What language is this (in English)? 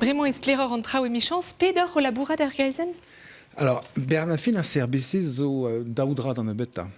Breton